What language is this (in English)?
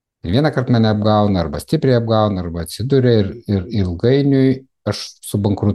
Lithuanian